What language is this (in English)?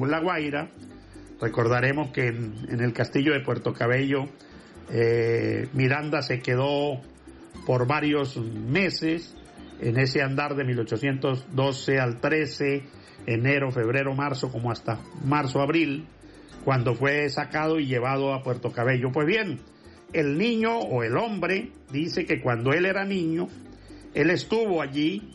Spanish